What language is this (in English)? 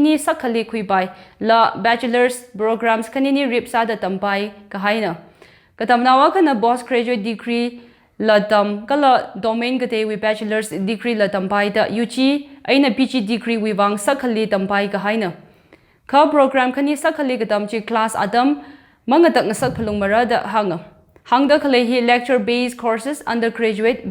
Tangkhul Naga (India)